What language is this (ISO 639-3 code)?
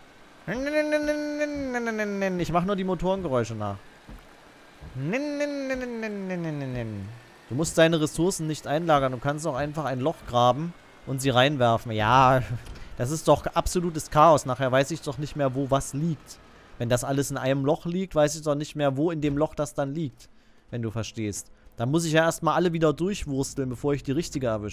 deu